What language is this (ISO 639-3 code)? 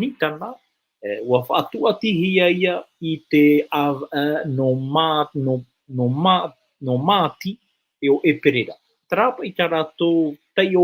tah